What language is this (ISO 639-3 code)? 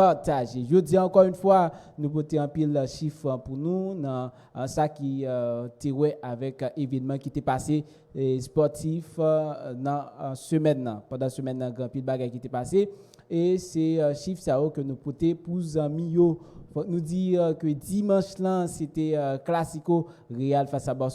hat